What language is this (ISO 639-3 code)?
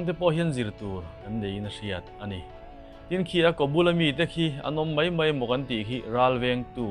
lus